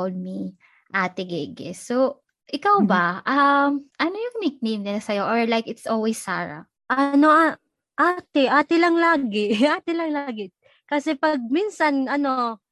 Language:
Filipino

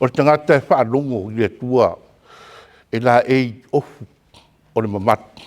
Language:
Samoan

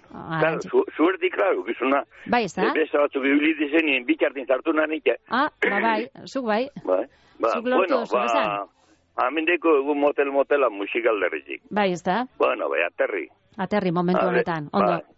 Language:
Basque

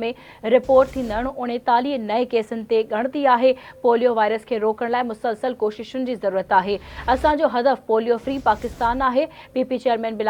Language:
Sindhi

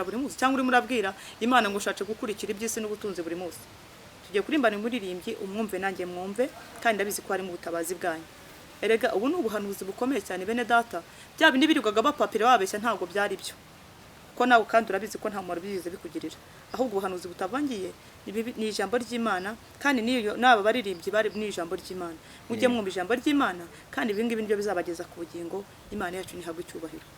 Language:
Kinyarwanda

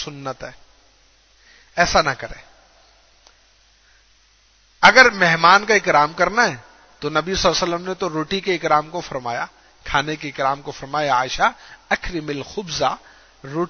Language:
Urdu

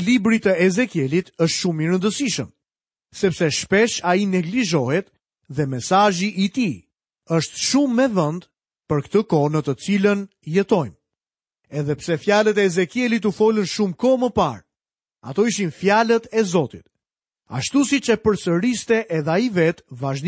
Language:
Albanian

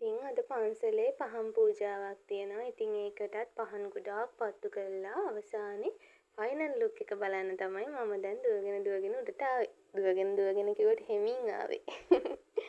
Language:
Sinhala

